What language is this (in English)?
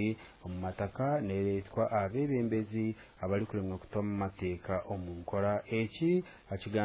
Nyankole